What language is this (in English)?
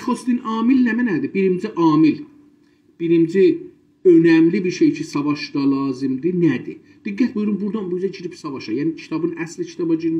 South Azerbaijani